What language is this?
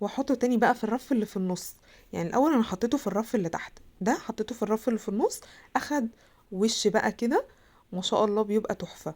Egyptian Arabic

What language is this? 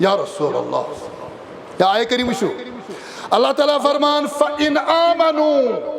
Kashmiri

